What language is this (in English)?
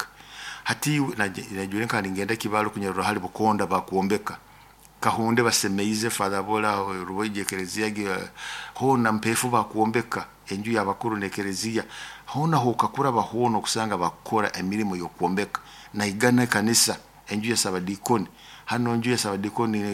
Nyoro